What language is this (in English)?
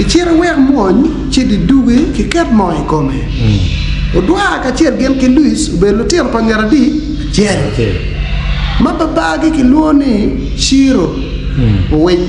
Acoli